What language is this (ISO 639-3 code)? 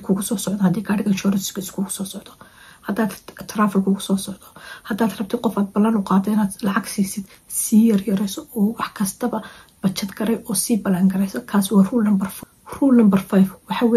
som